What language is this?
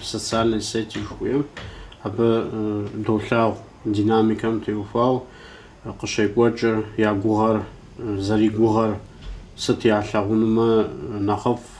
Kabardian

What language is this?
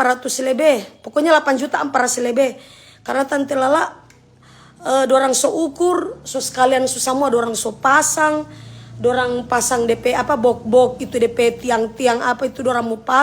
Manado Malay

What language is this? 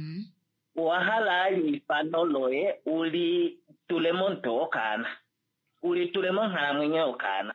Kuanyama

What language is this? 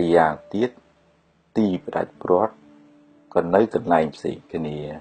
Khmer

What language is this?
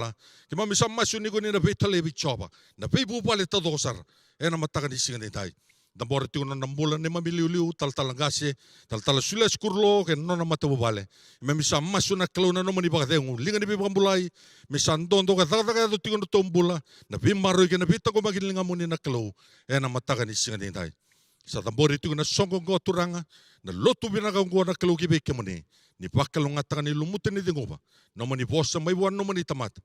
Fijian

